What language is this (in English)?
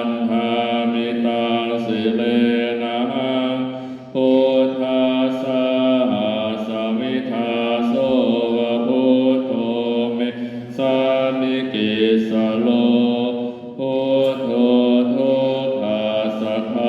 Pali